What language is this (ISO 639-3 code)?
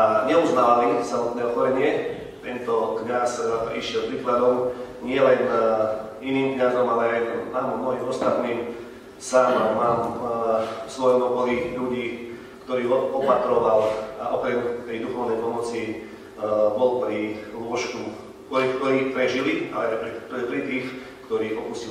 slk